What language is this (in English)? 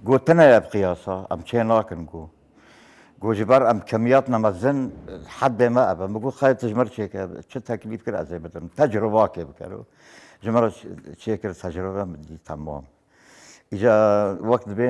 Kurdish